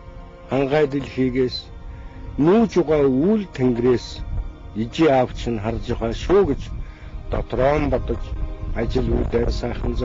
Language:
Mongolian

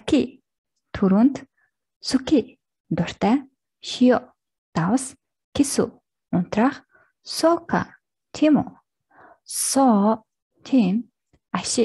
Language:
Mongolian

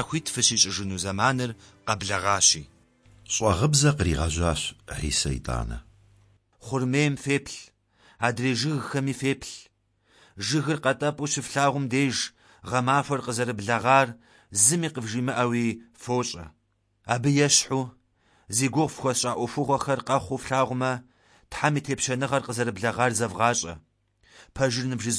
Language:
Kabardian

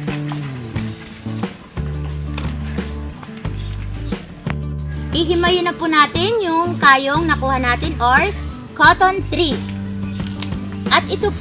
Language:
Filipino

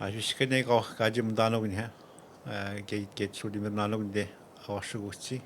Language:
Atikamekw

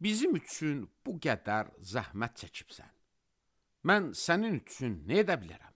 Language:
Azerbaijani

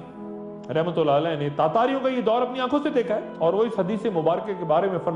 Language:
Urdu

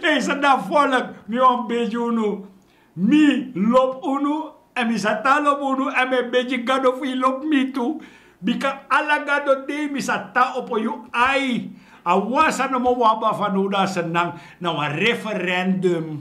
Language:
Sranan Tongo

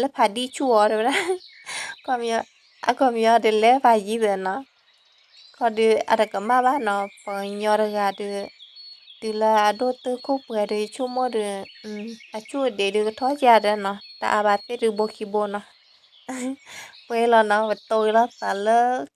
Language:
S'gaw Karen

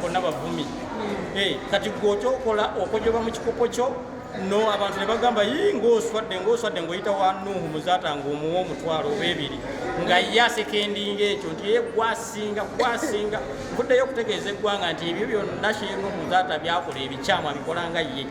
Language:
Ganda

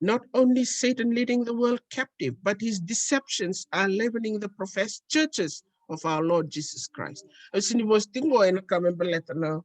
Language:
Fijian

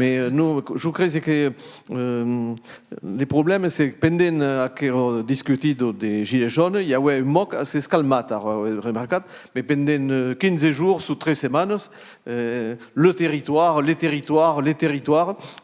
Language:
Occitan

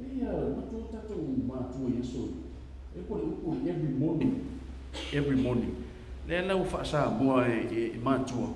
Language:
Samoan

